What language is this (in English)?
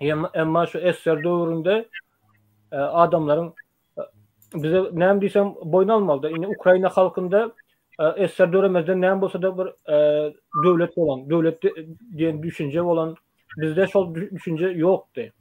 Turkmen